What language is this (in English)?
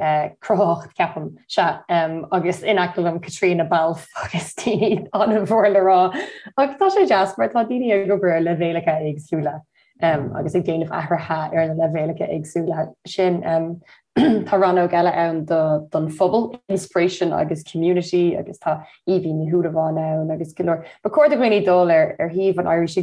Irish